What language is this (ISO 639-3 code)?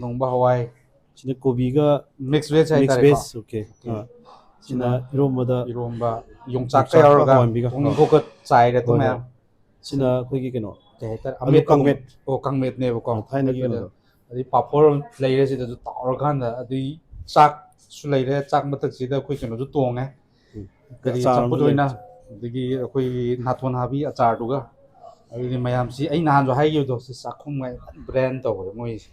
mni